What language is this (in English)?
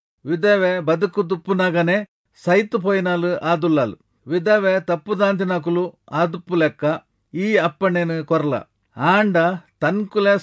Tulu